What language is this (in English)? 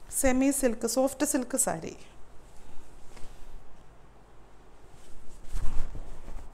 Malayalam